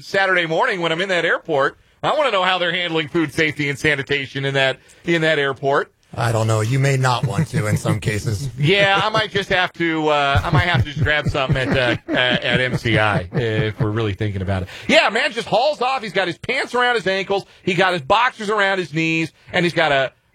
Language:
English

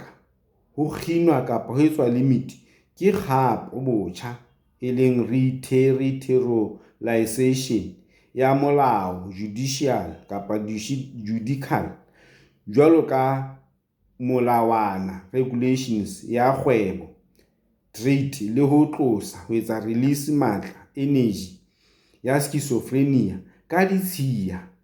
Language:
Southern Sotho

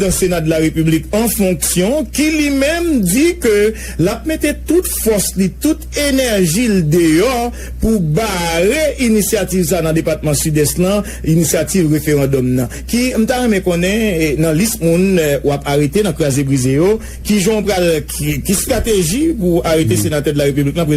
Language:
Haitian Creole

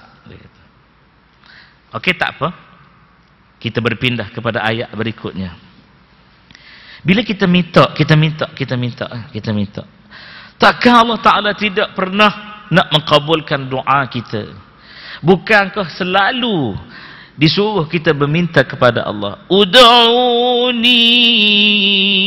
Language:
Malay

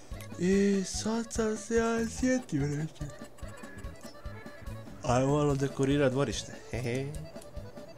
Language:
Croatian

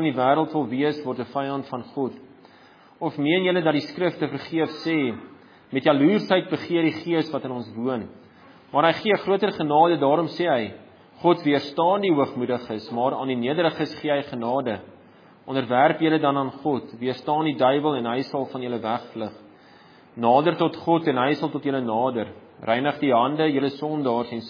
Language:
Afrikaans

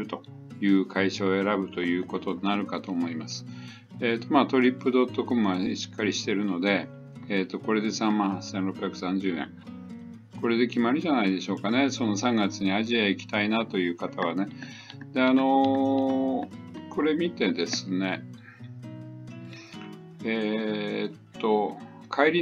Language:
Japanese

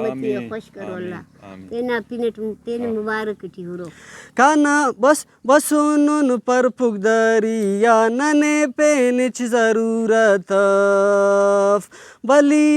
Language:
Brahui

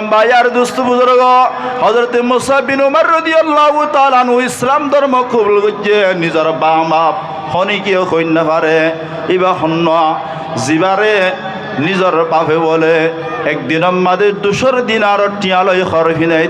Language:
Rohingya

